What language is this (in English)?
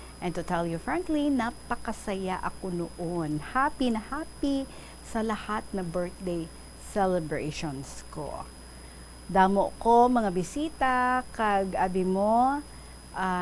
Hiligaynon